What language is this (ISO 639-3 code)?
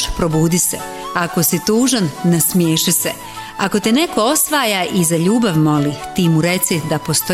bos